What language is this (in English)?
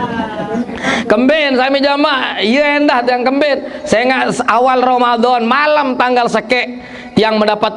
Sasak